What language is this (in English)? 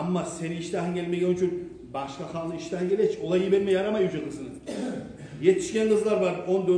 Kumyk